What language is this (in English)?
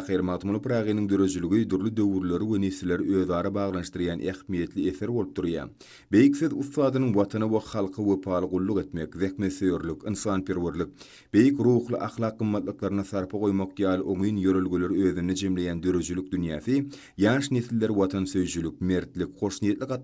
Turkmen